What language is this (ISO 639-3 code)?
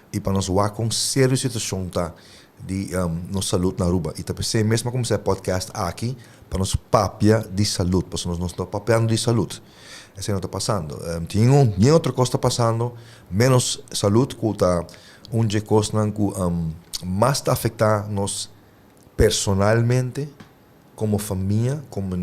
pap